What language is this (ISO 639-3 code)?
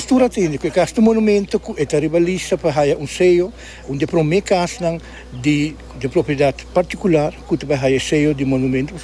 pap